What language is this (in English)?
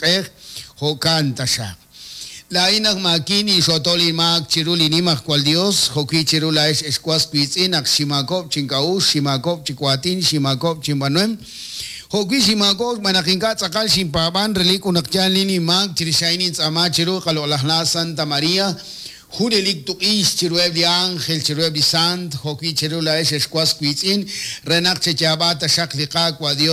Kekchí